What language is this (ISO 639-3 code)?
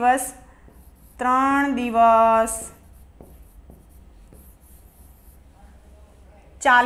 guj